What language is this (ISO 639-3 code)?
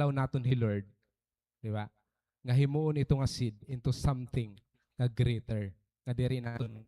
war